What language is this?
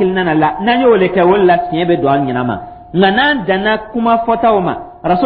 Dyula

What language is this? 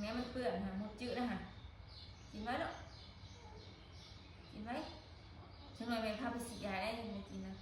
Northeastern Thai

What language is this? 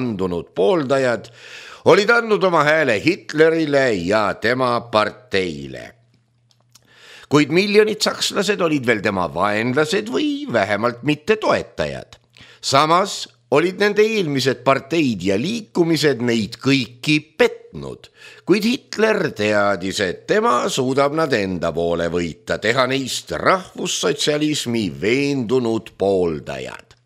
Estonian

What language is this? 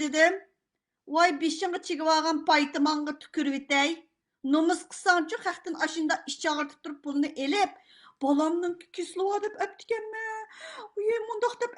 Uyghur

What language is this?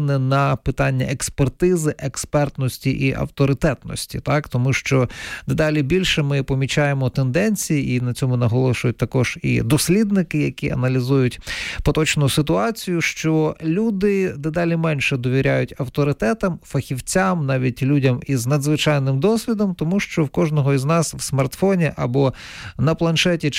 Ukrainian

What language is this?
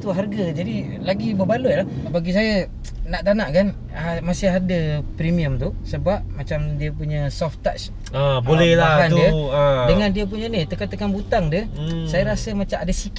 Malay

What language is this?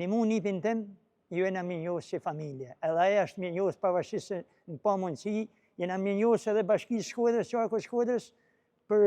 Albanian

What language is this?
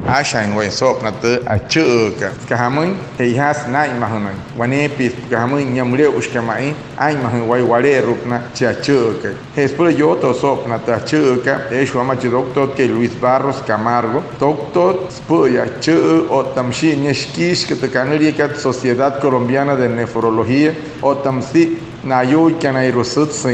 Wayuu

